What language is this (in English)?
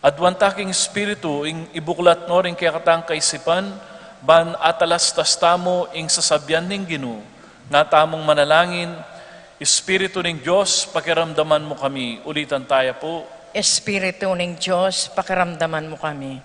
Pampanga